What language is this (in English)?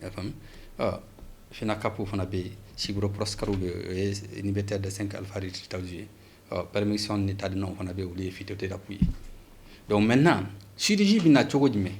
Bambara